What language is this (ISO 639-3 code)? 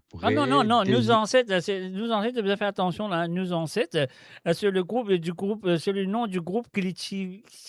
mfe